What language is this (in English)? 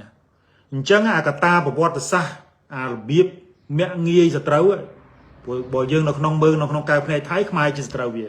Khmer